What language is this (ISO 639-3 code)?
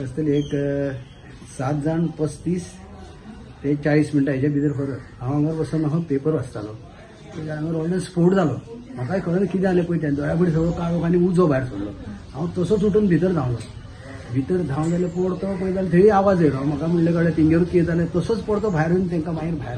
kok